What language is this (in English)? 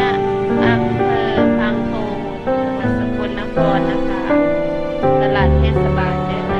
Northeastern Thai